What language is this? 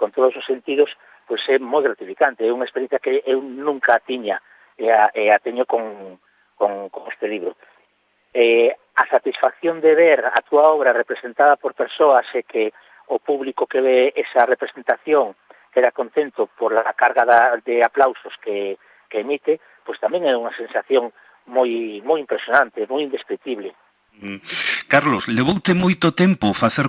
Galician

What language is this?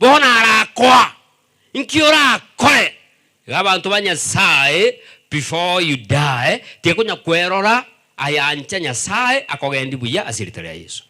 Gusii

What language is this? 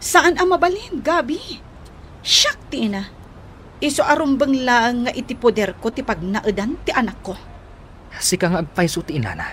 Iloko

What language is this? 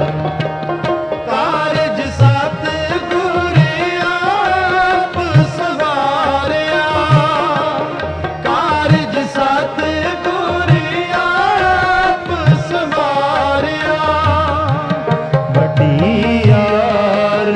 Punjabi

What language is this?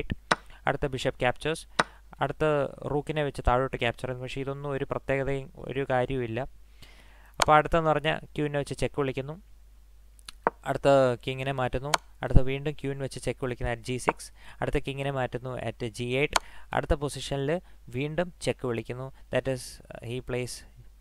Malayalam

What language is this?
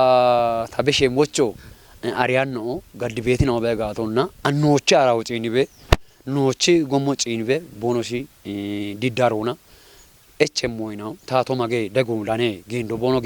Kafa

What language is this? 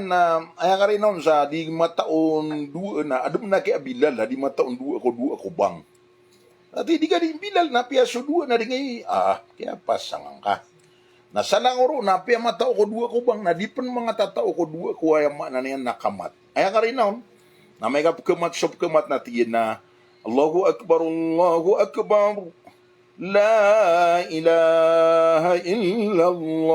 Maranao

